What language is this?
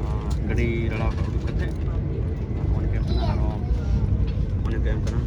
Santali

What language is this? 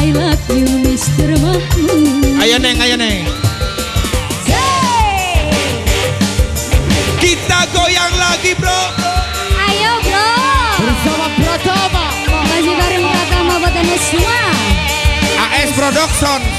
Indonesian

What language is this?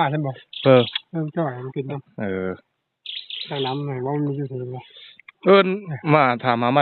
Northeastern Thai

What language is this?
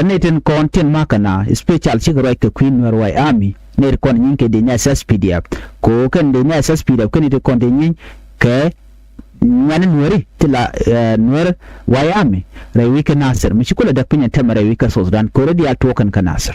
Nuer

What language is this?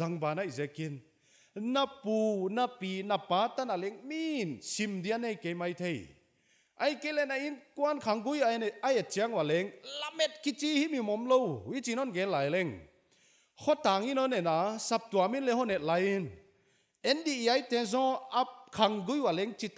Paite Chin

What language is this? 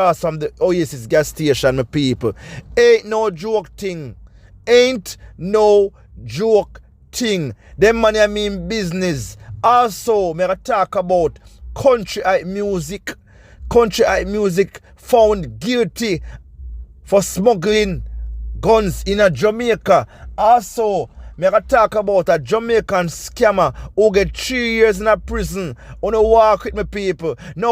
Jamaican Creole English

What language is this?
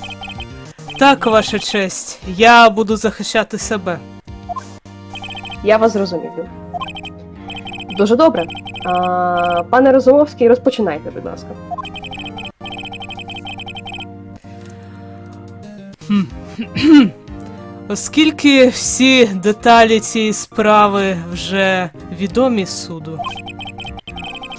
Ukrainian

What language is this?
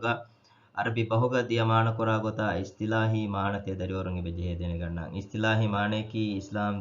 Divehi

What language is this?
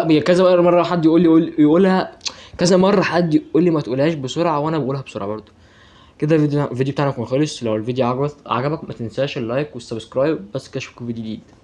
Egyptian Arabic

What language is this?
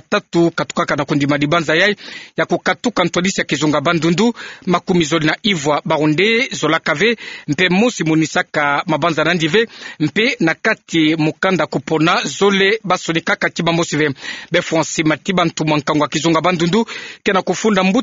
Kituba (Democratic Republic of Congo)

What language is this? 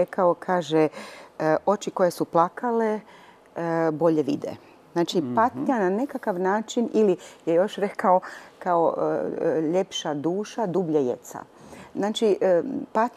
Croatian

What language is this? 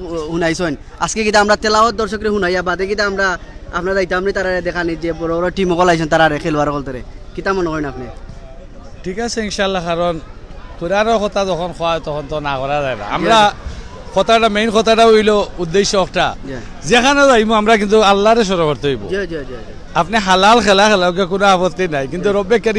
Sylheti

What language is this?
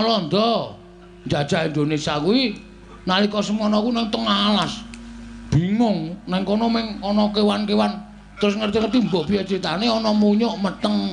Javanese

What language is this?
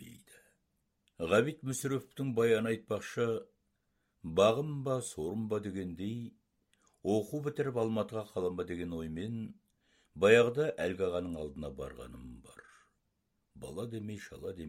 Kazakh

